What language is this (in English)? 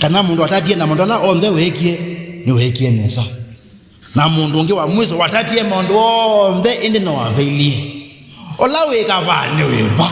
Kamba